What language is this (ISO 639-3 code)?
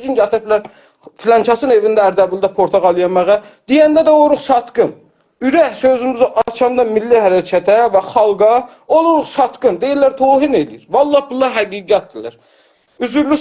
azb